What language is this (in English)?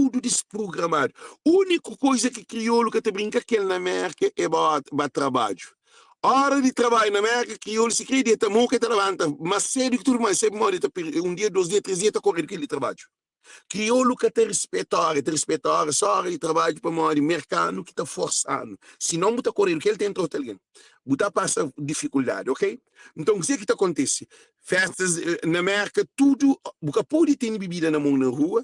Kabuverdianu